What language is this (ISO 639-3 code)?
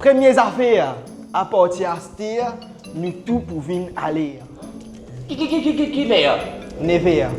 mfe